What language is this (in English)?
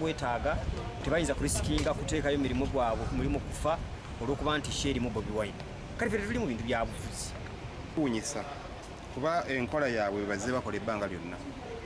Ganda